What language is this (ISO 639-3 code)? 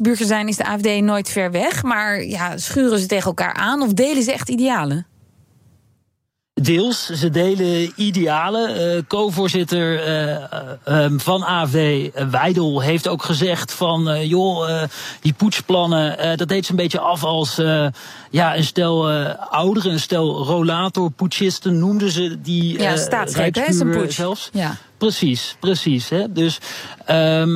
nld